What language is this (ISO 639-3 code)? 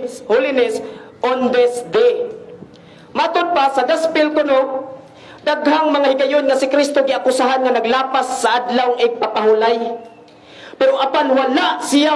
ceb